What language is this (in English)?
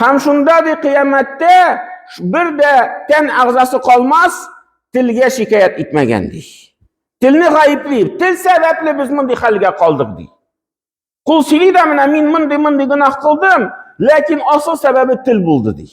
Tatar